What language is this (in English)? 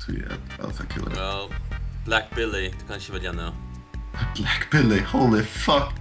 Faroese